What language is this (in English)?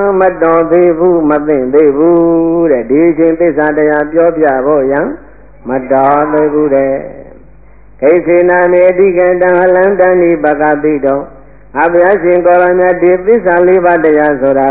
Burmese